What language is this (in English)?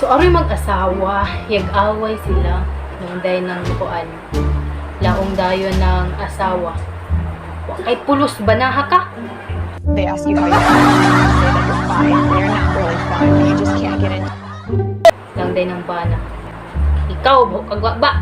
Cebuano